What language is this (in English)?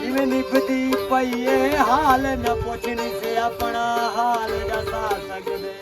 Saraiki